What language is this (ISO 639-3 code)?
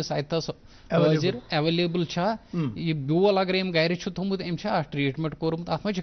kas